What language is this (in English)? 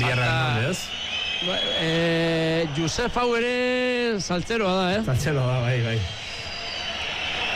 Basque